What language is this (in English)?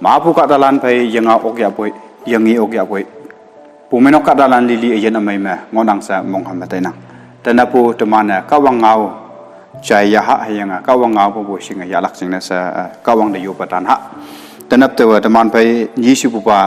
Konyak Naga